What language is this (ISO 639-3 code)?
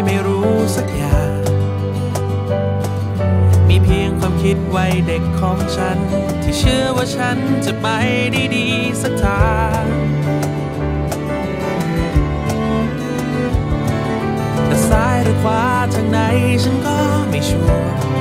tha